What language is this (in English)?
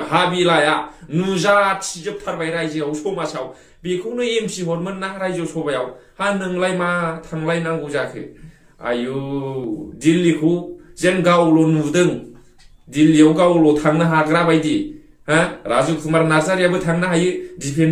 Bodo